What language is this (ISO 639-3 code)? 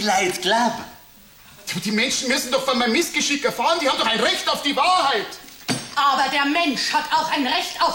bar